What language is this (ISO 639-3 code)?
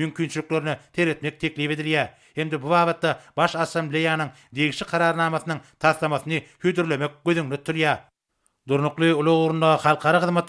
tuk